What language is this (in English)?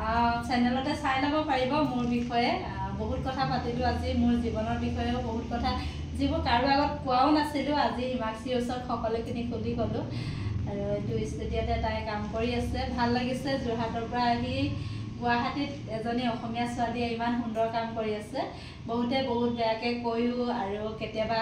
Assamese